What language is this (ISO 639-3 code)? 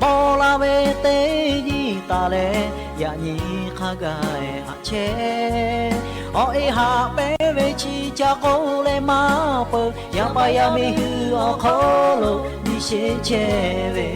lhu